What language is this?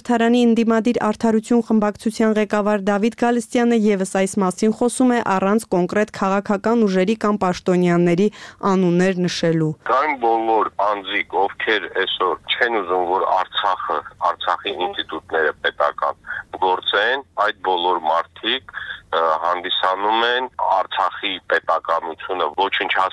Armenian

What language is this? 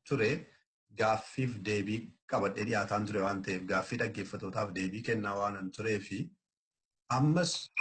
Oromo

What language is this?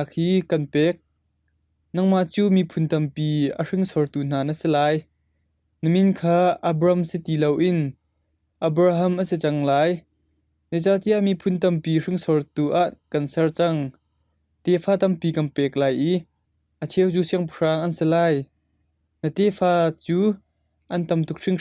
Hakha Chin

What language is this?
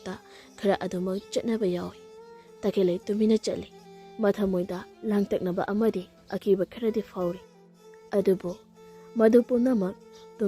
Manipuri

